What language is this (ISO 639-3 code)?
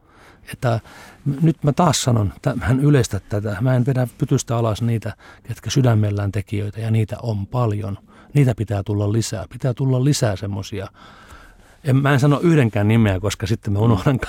fin